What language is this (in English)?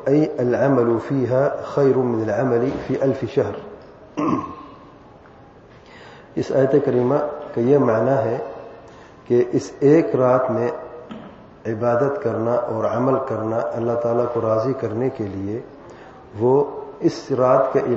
Urdu